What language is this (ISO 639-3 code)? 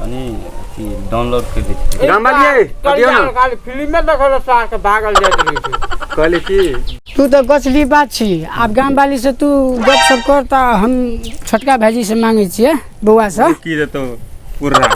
mai